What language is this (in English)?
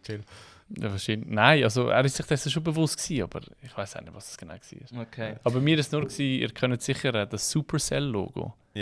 Swiss German